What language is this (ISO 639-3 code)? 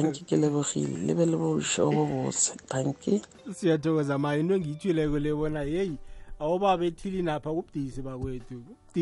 nbl